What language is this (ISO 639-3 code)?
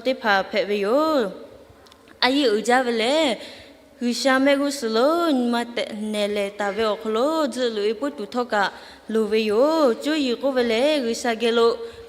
lhu